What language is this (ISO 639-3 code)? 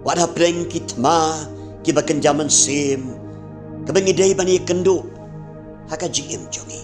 kha